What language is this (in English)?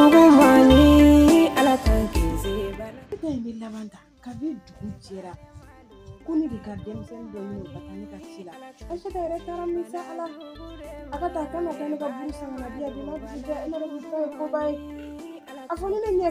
Bambara